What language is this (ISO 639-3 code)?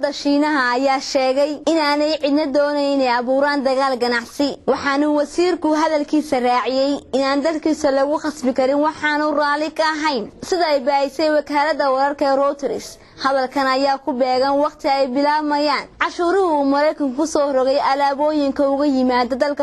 som